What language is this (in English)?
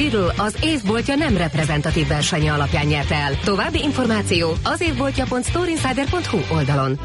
Hungarian